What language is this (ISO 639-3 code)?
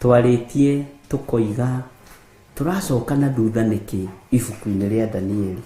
kik